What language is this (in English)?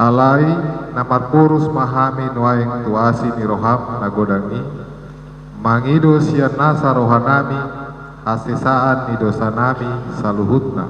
Batak Toba